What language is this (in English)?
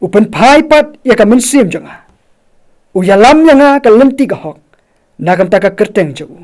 Khasi